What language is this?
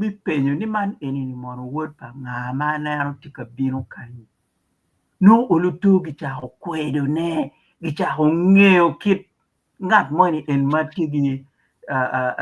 Acoli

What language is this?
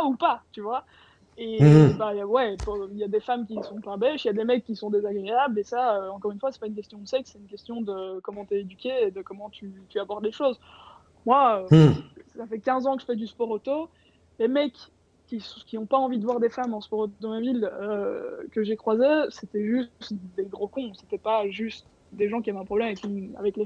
French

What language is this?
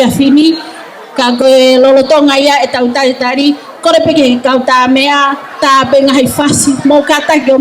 Tongan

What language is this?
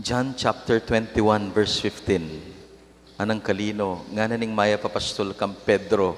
Pampanga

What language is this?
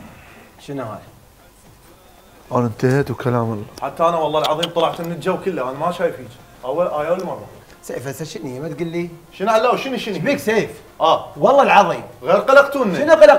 Mesopotamian Arabic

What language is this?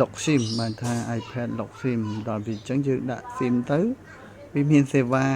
Khmer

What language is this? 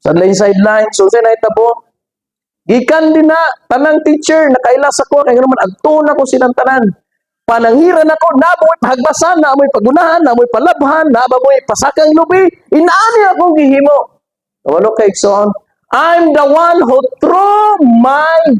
Cebuano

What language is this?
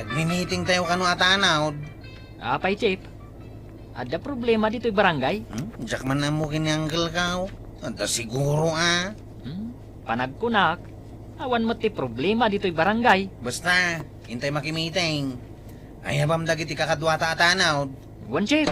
Iloko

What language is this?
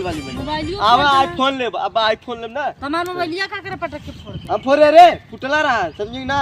Bhojpuri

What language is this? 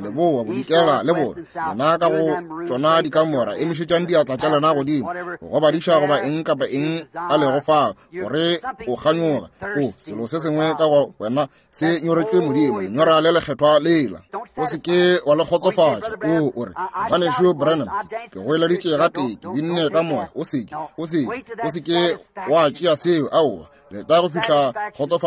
Northern Sotho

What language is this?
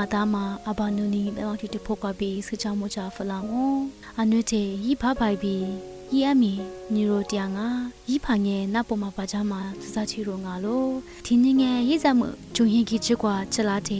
Lisu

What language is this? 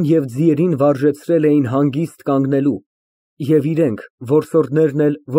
Armenian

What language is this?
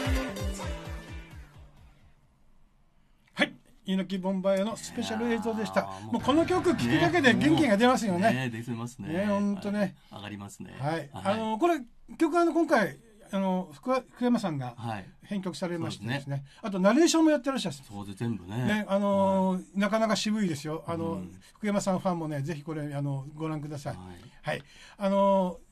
Japanese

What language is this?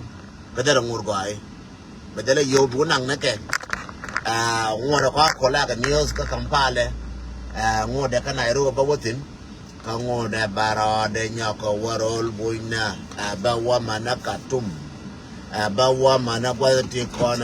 Nuer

